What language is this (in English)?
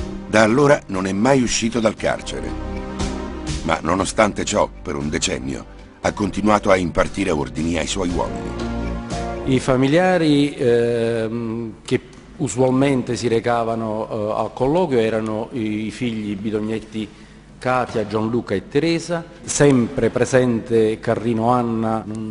Italian